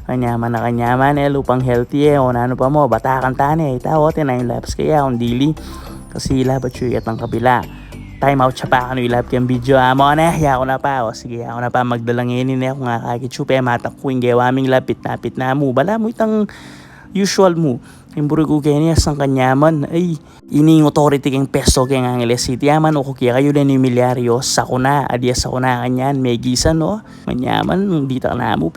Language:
Pampanga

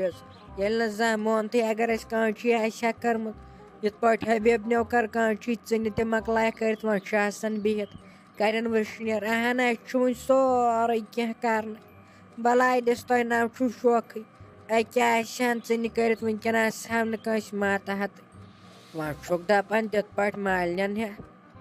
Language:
Kashmiri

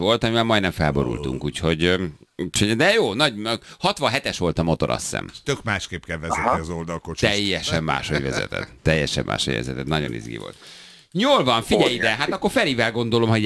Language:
Hungarian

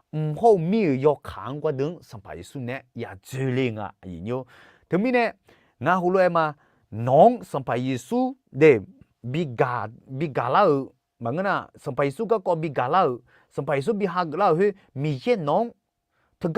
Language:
Akha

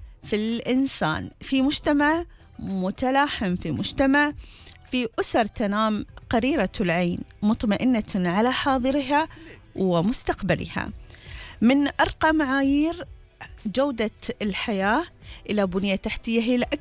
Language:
Gulf Arabic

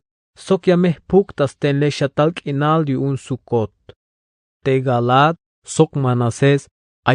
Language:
Tzeltal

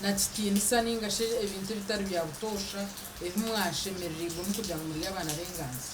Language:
Nyankole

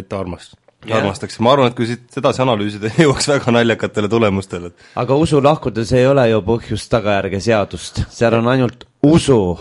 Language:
Estonian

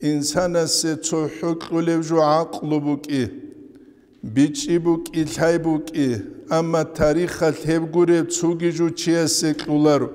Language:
Avaric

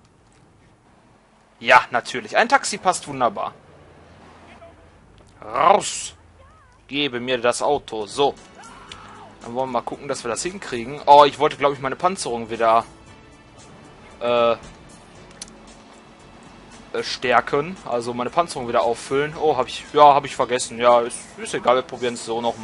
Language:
German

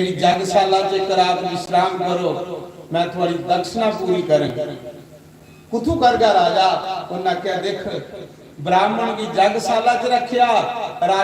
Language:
Dogri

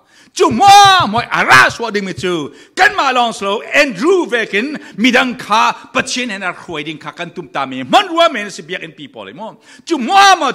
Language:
Falam Chin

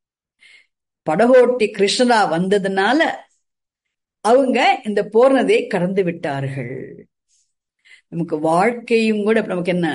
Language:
Tamil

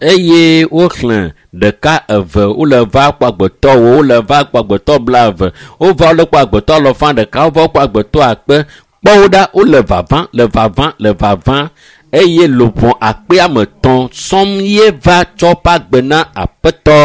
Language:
Ewe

